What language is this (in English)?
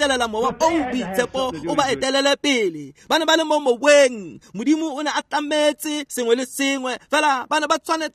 Tswana